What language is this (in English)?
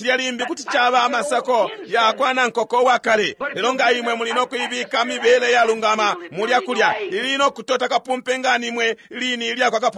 Bemba